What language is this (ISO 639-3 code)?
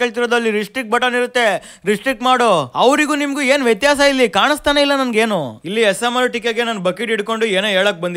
kan